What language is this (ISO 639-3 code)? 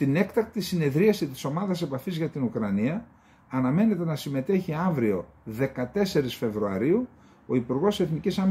ell